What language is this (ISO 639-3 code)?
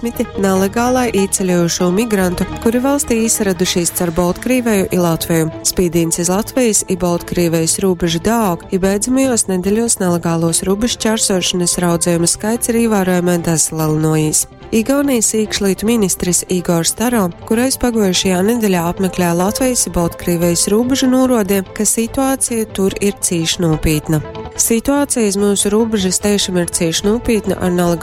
ltg